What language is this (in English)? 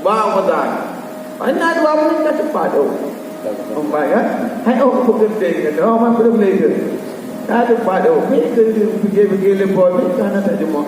Achinese